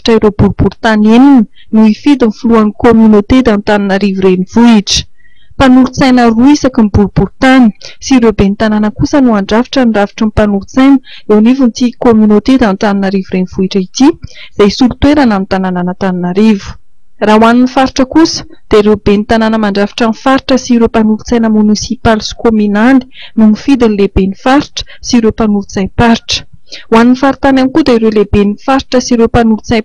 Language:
Malagasy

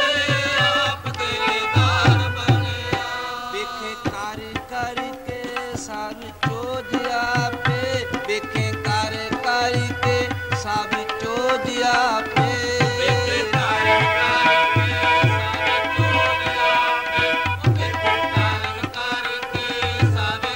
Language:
Punjabi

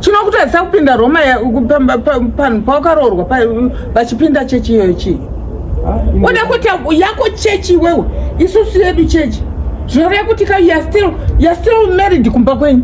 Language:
Shona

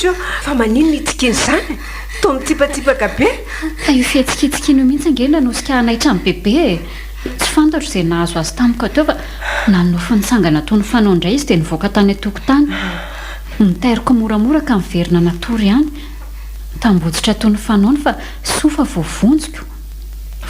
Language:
Malagasy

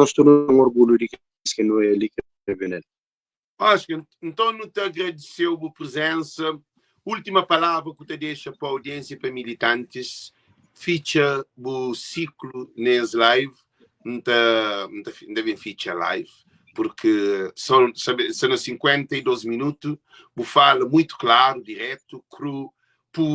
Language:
Kabuverdianu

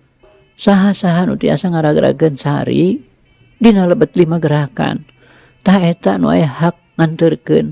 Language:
Sundanese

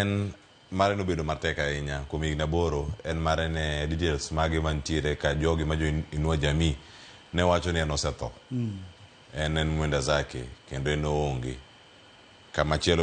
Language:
Luo (Kenya and Tanzania)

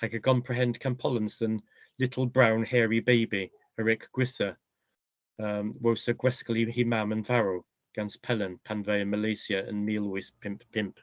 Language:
Cornish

